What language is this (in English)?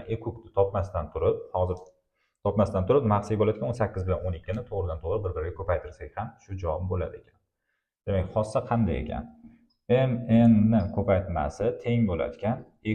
Uzbek